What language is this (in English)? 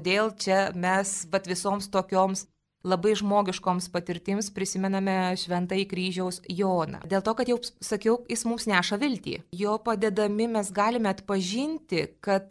Lithuanian